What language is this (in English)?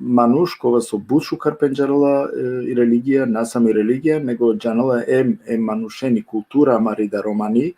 Balkan Romani